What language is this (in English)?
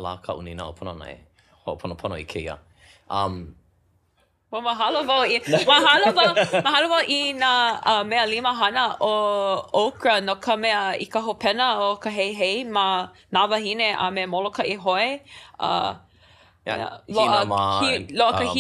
Hawaiian